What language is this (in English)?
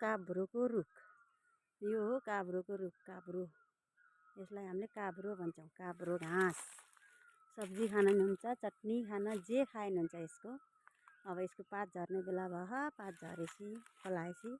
Nepali